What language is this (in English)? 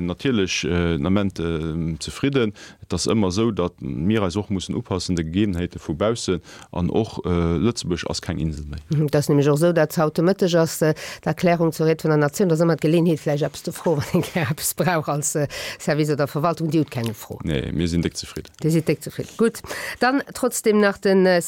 Luxembourgish